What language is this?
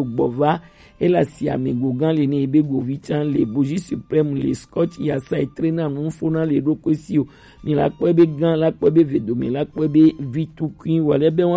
Gen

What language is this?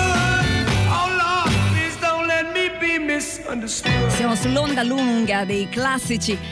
Italian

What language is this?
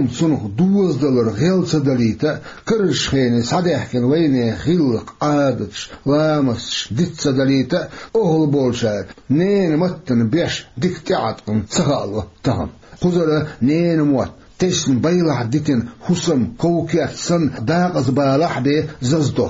Chechen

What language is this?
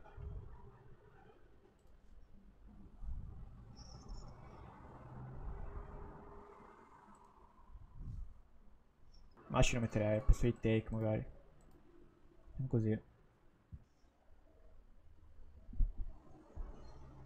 Italian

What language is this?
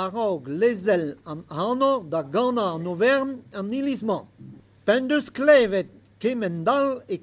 Breton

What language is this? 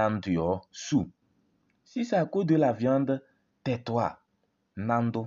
Kabiyè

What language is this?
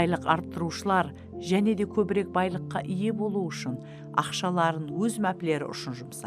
Kara-Kalpak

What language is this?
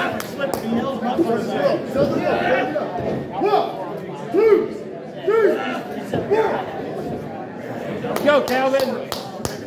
English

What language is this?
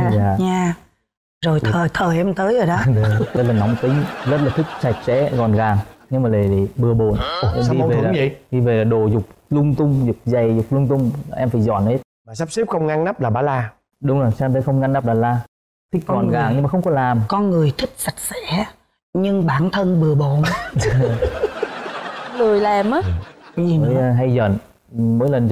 Vietnamese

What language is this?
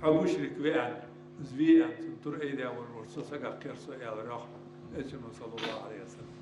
Ingush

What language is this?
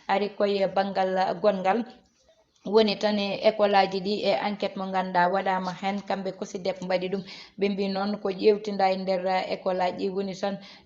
Fula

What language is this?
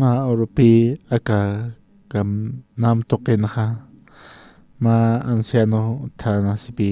Aymara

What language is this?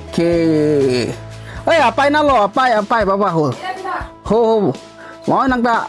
Karbi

